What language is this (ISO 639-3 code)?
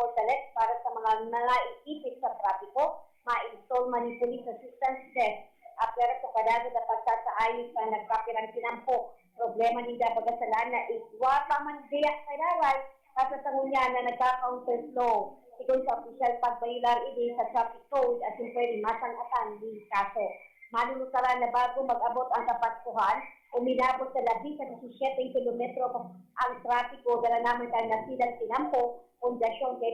bik